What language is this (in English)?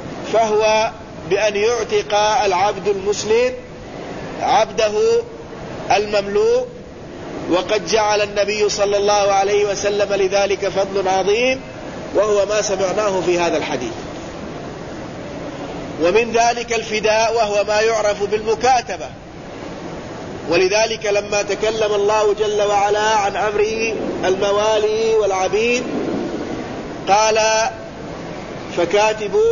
Arabic